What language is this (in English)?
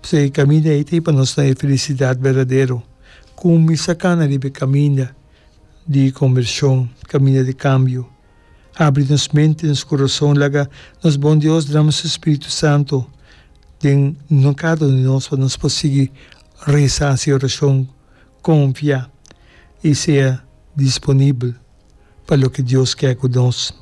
Papiamento